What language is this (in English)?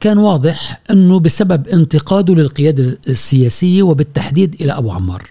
Gulf Arabic